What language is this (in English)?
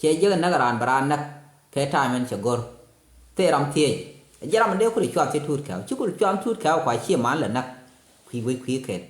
Nuer